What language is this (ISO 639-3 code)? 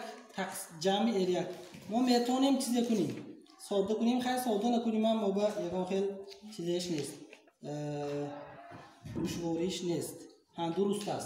tgk